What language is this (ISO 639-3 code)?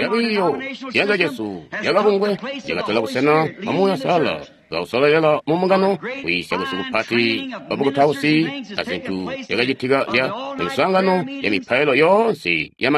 toi